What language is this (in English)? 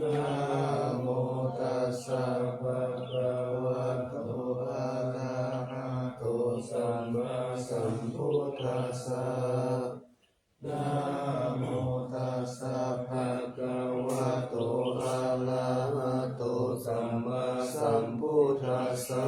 Pali